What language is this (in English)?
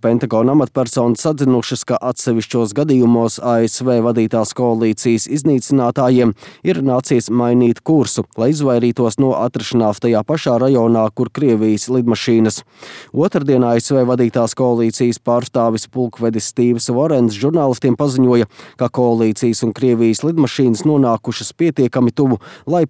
Latvian